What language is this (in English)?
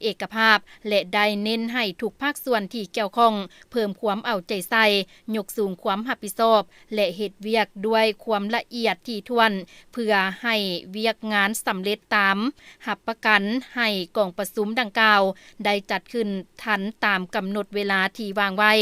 Lao